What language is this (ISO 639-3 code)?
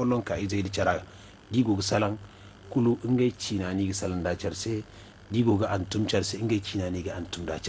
dje